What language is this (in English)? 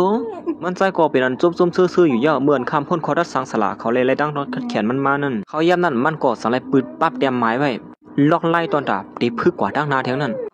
Shan